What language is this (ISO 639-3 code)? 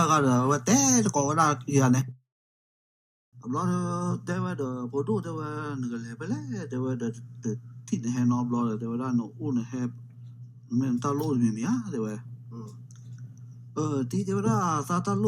ksw